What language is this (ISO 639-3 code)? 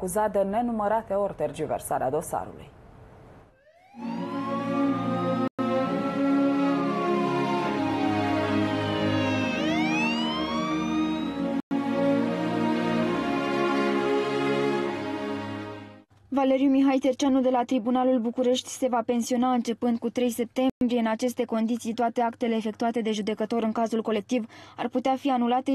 ron